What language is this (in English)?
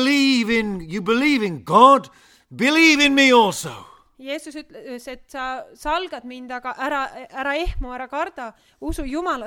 Estonian